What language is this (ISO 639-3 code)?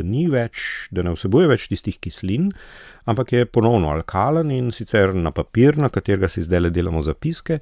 slv